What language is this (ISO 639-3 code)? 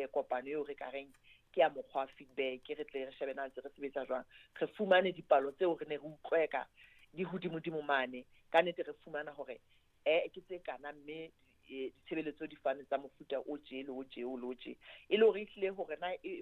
sot